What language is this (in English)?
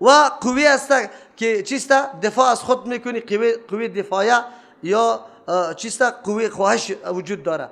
Persian